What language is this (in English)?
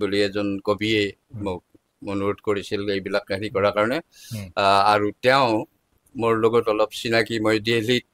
Assamese